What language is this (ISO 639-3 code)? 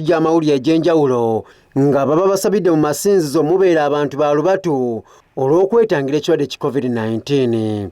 lug